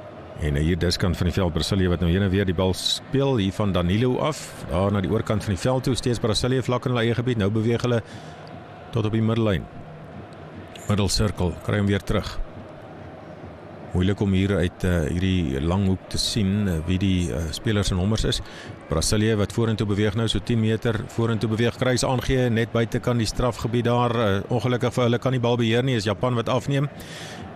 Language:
Afrikaans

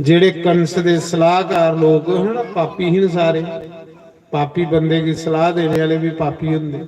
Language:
Dogri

